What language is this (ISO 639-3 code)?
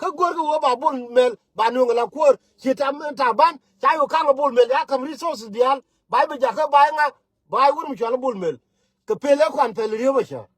nus